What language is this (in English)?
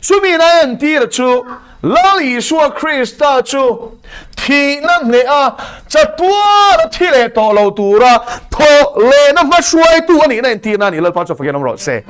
Mizo